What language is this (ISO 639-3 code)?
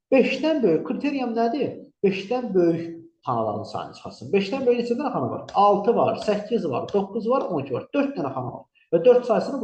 aze